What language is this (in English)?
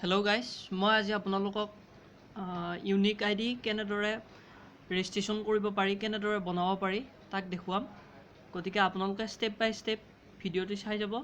Assamese